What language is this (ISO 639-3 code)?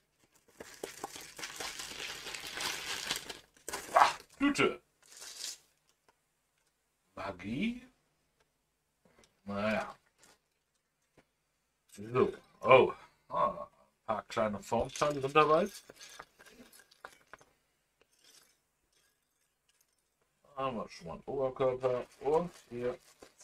deu